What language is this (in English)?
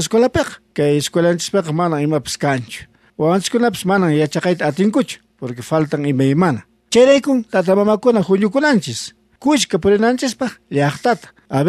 South Bolivian Quechua